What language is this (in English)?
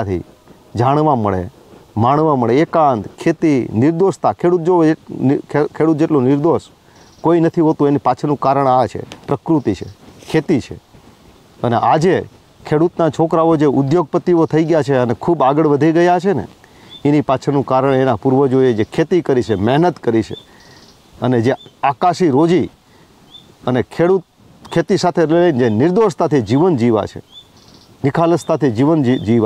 Gujarati